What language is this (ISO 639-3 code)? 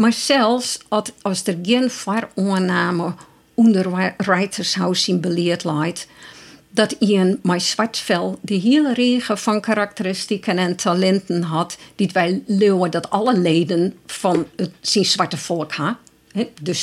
fry